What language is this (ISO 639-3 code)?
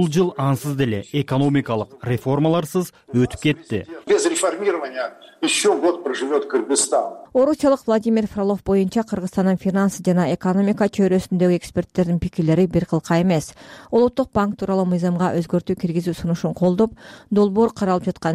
kir